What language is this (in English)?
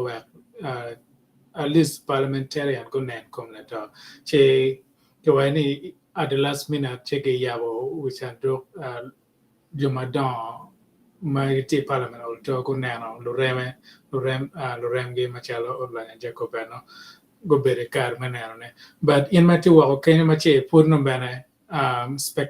Acoli